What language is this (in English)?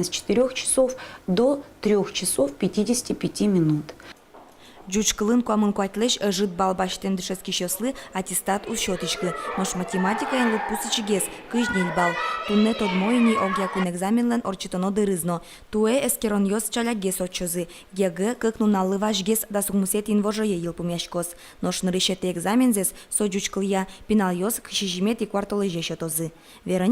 Udmurt